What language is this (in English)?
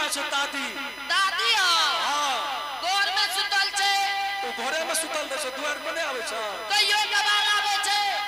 Angika